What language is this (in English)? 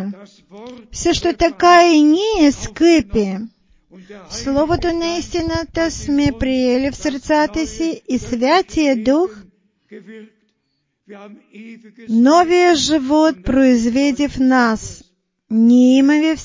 Bulgarian